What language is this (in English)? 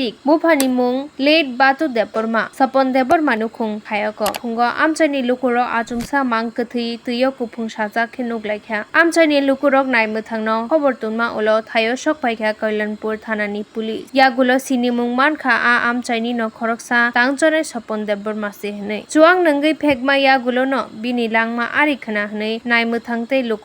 Kok Borok